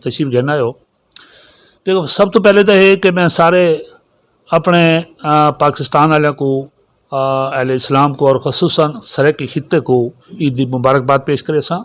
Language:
Saraiki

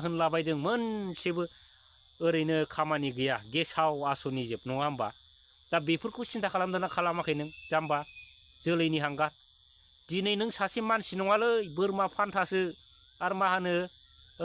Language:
Bodo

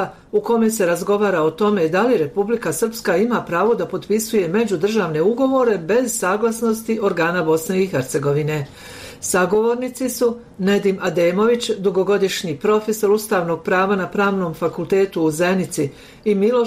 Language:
Serbian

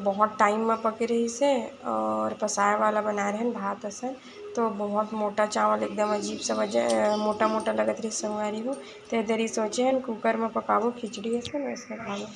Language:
Chhattisgarhi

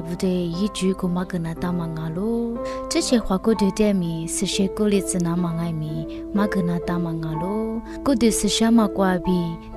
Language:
Lisu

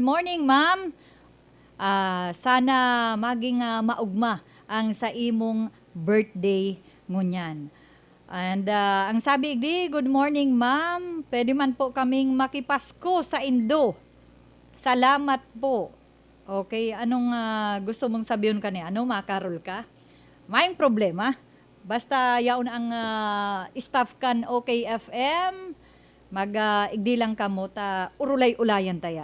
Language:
Bikol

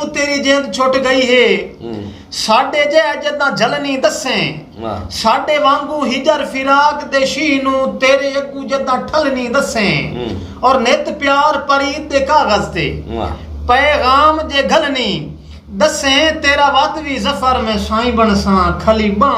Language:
Saraiki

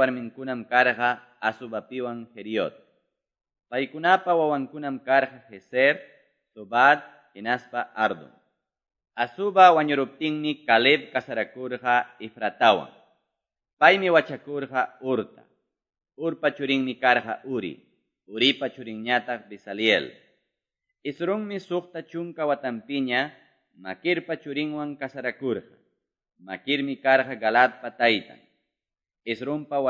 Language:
Quechua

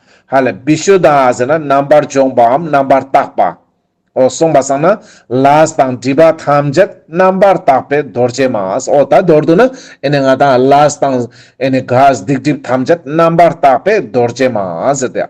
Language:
Ladakhi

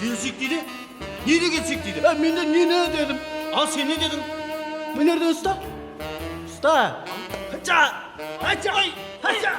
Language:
Kara-Kalpak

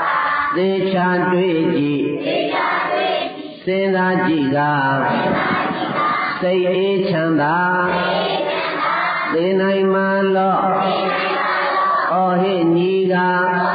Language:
Burmese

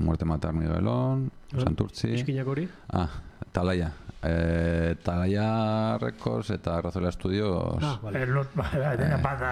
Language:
Basque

